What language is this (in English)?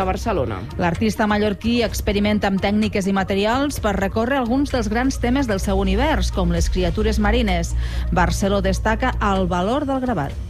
Catalan